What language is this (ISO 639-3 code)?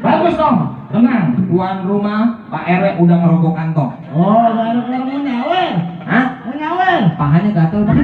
bew